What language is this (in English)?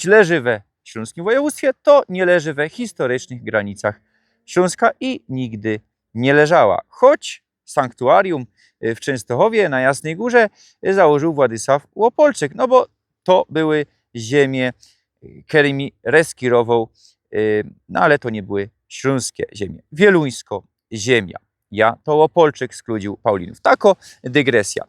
Silesian